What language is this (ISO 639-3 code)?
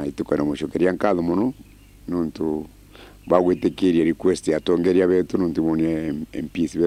mer